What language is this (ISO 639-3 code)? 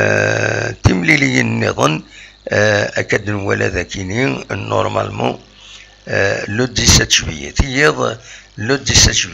kab